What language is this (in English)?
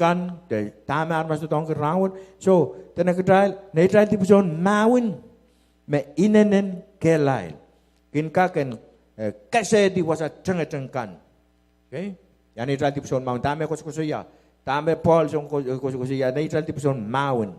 Pohnpeian